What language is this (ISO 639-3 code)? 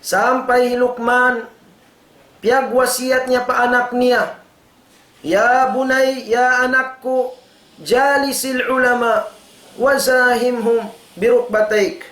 tsg